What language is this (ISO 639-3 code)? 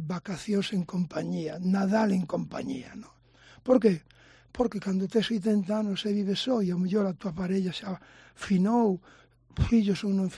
glg